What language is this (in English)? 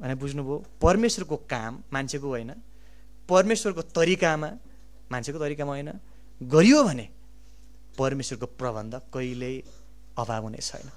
Nepali